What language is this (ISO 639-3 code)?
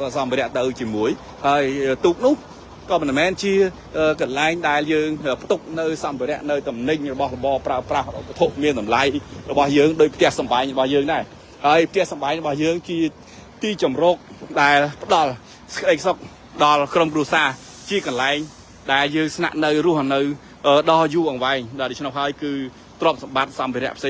khm